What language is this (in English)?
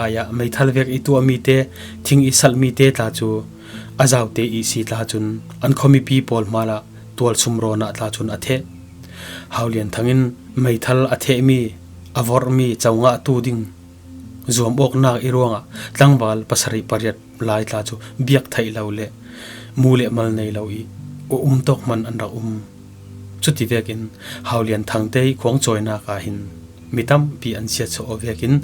Falam Chin